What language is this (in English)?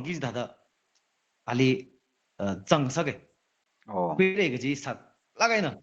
Tangkhul Naga (India)